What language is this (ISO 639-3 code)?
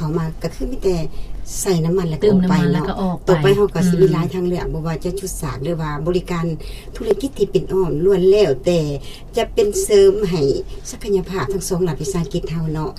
lao